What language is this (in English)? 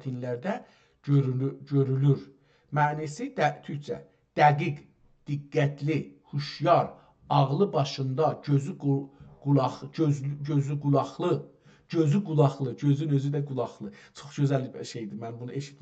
South Azerbaijani